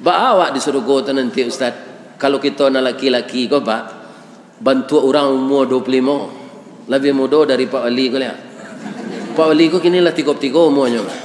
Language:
Minangkabau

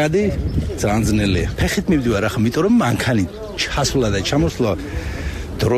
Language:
Georgian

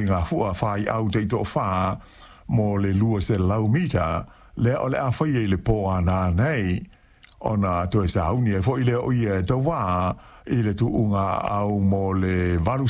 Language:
Samoan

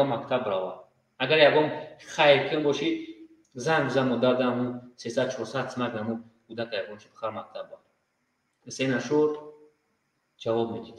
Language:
Tajik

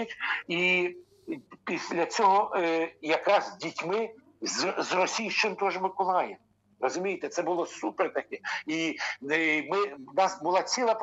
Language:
Ukrainian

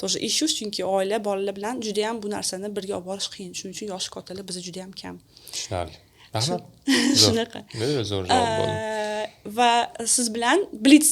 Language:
Uzbek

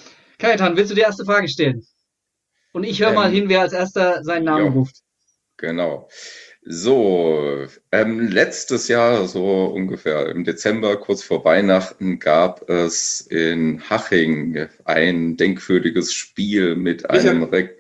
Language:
German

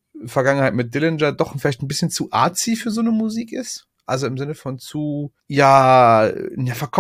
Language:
German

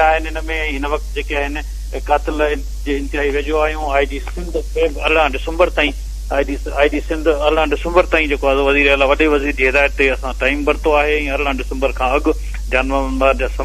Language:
Sindhi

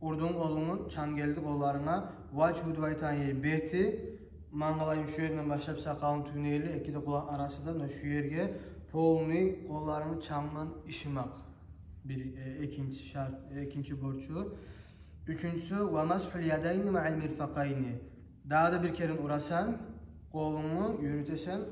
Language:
Kumyk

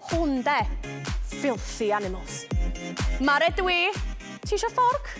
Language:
Welsh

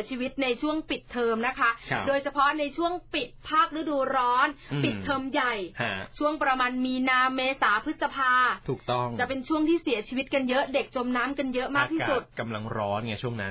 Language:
Thai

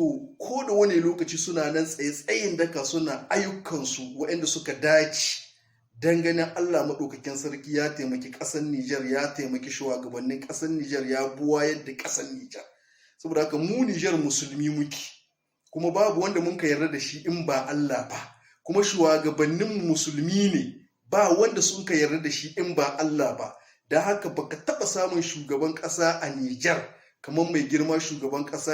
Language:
Hausa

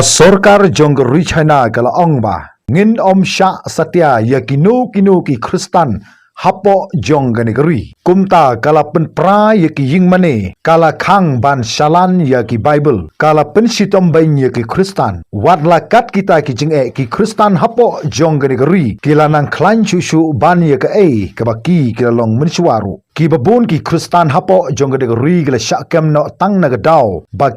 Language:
Khasi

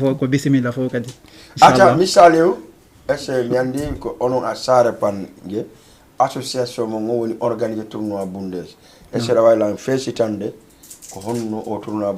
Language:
Fula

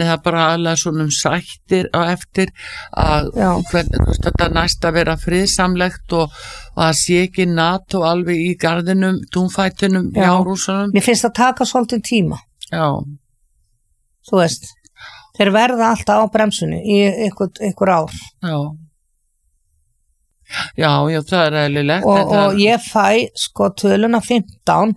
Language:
Icelandic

